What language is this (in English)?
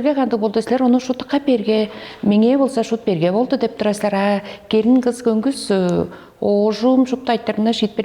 Tuvinian